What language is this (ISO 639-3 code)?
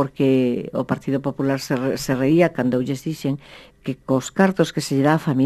glg